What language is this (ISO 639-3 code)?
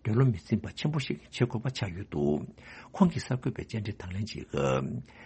bod